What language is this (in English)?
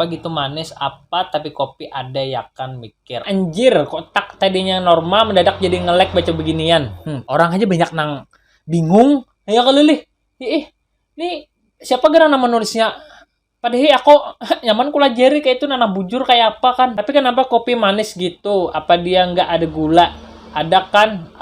Banjar